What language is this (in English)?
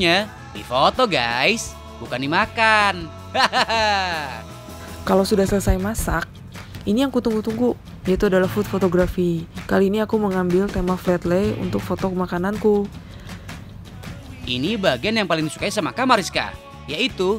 Indonesian